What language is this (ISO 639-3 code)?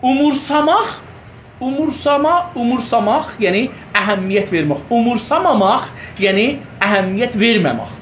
azb